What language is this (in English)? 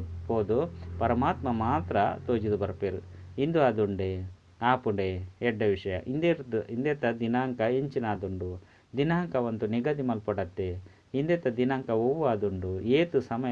Tulu